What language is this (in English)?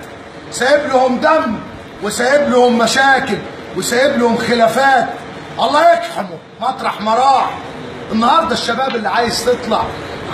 Egyptian Arabic